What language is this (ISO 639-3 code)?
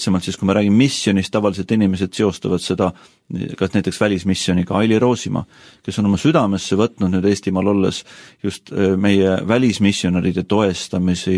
est